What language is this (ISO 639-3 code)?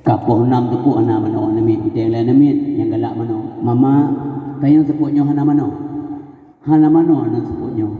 ace